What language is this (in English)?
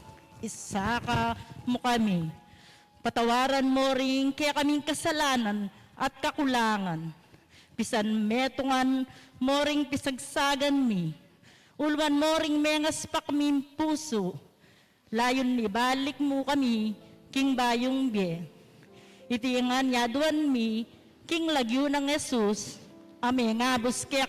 Pampanga